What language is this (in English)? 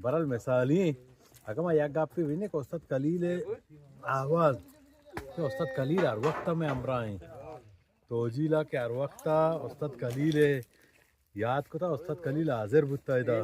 Eastern Balochi